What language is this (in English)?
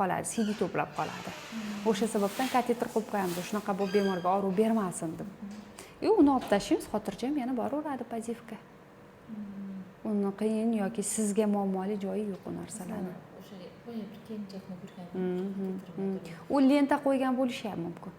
Uzbek